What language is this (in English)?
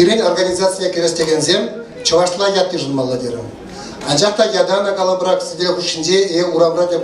Chuvash